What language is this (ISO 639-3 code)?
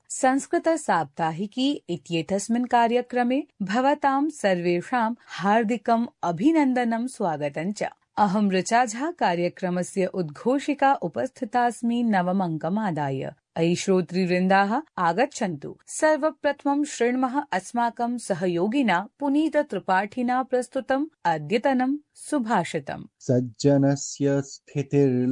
san